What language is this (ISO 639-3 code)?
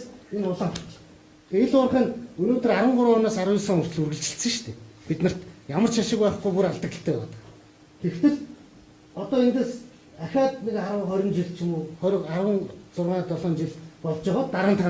mon